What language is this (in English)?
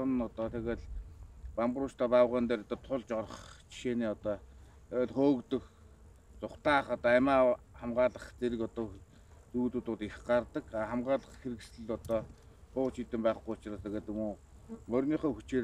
Mongolian